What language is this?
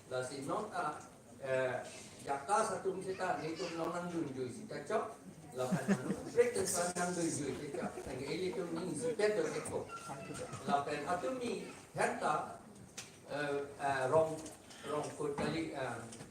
Karbi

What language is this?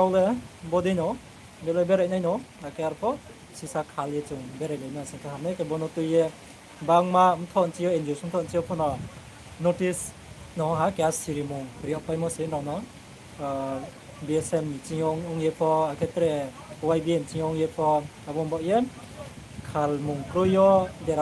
Riang (India)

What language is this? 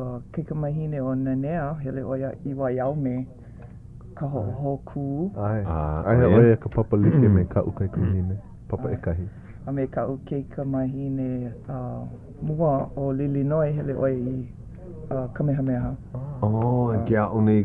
Hawaiian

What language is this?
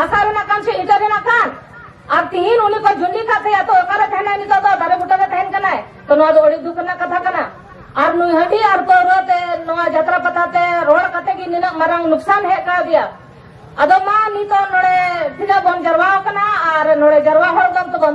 Santali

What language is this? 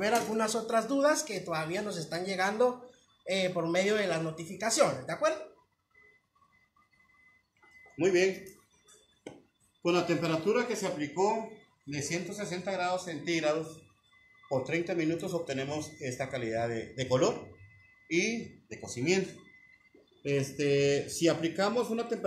Spanish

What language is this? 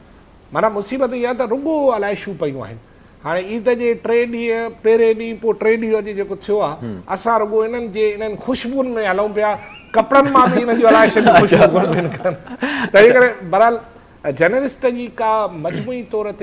Sindhi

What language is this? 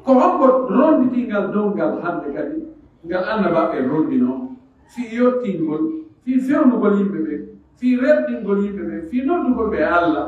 Pular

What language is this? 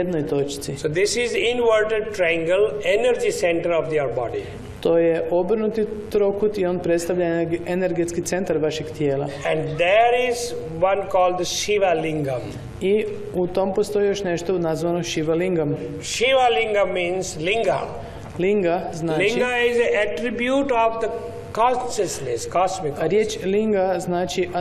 Croatian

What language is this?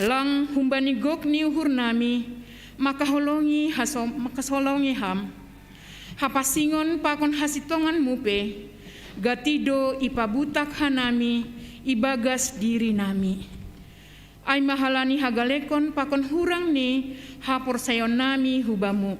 Batak Simalungun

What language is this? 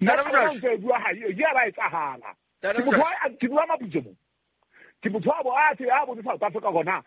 Southern Sotho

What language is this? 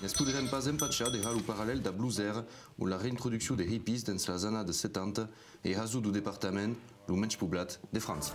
Occitan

